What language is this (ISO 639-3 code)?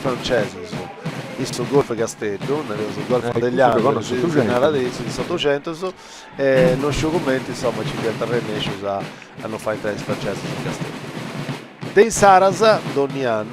srd